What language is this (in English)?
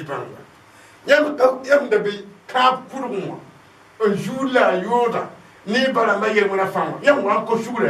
Mossi